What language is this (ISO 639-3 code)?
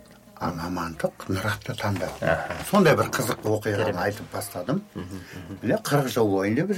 kaz